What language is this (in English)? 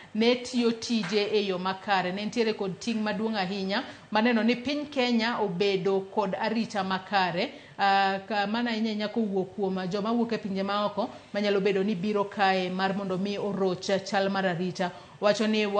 Luo (Kenya and Tanzania)